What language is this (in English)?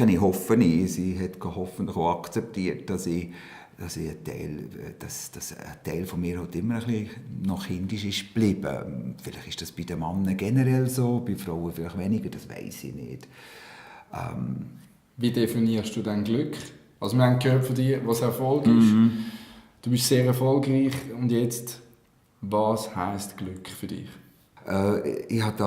Swiss German